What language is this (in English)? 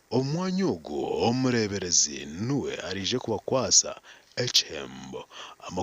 Nyankole